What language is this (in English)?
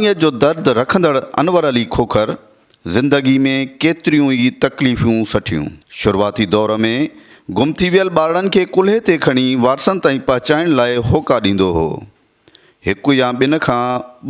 Sindhi